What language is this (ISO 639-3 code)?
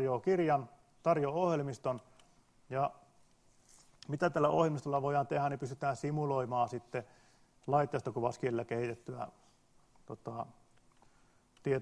fin